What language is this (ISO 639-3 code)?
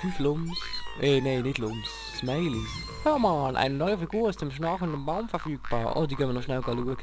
gsw